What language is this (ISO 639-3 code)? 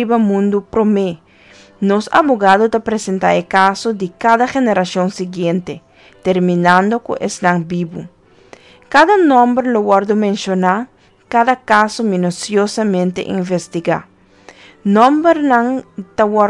pap